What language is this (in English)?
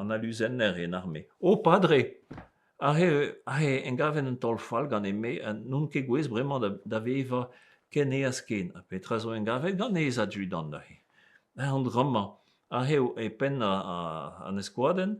Breton